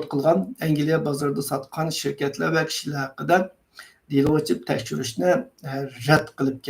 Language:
Uyghur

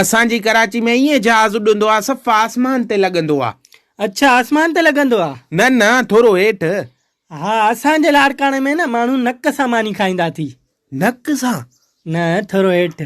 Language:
Sindhi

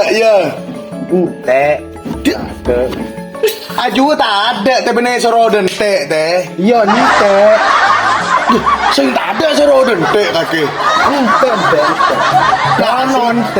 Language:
Madurese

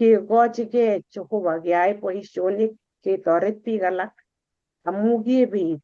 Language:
Kalenjin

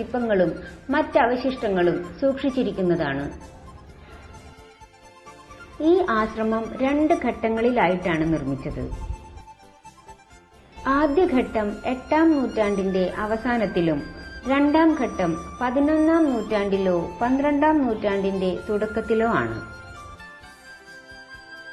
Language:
Malayalam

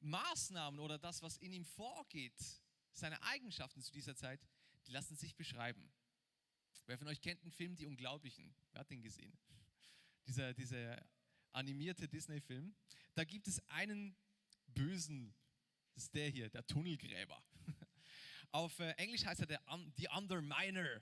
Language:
Swiss German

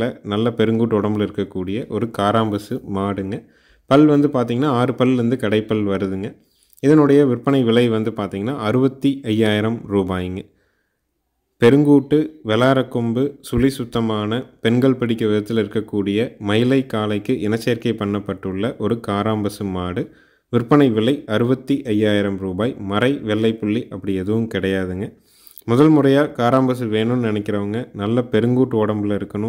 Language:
Tamil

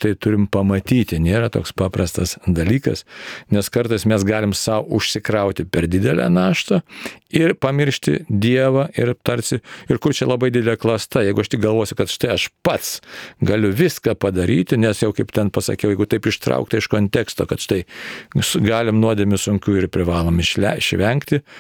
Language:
Lithuanian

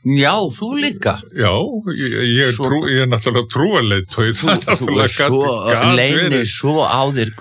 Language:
Icelandic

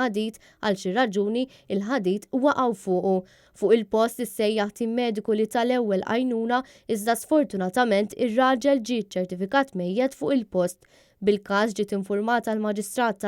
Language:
Maltese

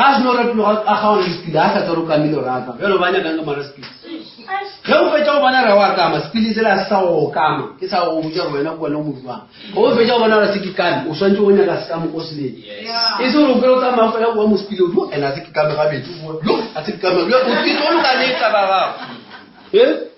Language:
Northern Sotho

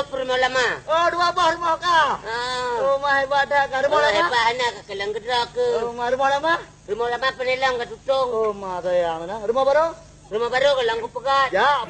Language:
Achinese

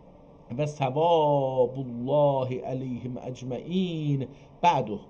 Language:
South Azerbaijani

